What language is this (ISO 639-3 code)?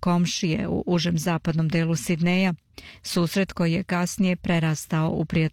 srp